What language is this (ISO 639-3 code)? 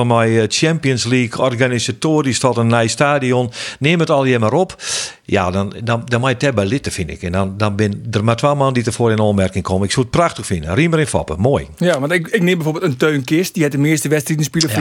fry